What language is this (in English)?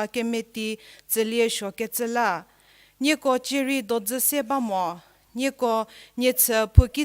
Angami Naga